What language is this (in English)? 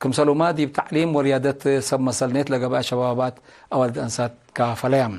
Tigre